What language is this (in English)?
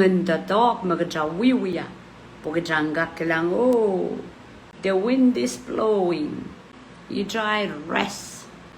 Pohnpeian